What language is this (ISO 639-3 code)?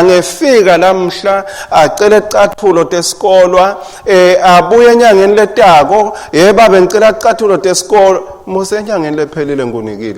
ssw